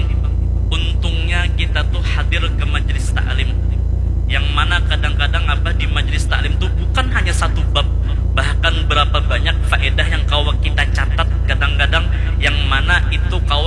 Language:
Banjar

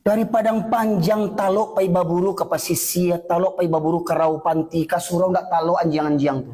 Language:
Minangkabau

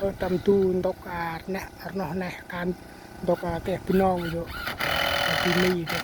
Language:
Central Mnong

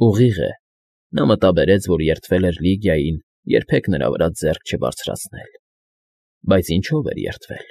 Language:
Armenian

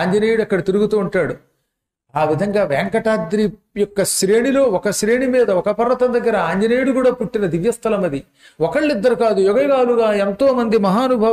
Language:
Telugu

